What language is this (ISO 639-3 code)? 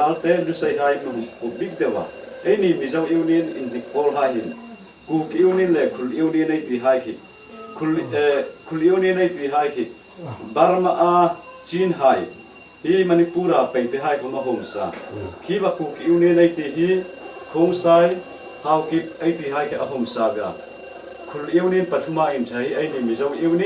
hmr